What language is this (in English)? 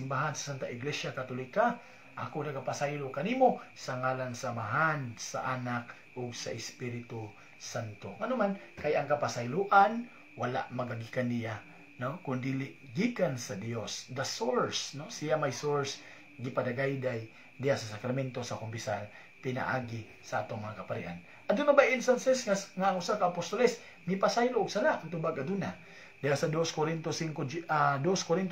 Cebuano